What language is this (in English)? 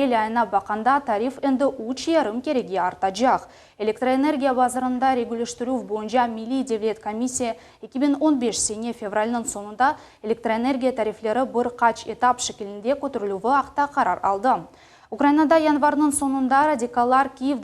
Crimean Tatar